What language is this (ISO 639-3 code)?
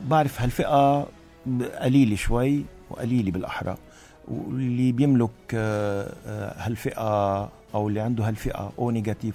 apc